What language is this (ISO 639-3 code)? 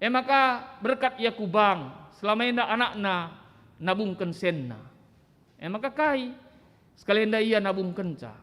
btx